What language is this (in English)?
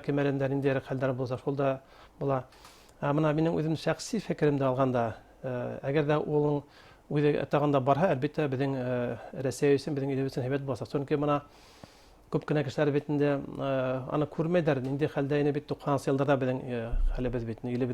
Bashkir